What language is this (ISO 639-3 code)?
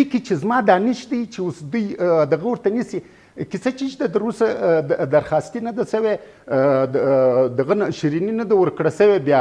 pus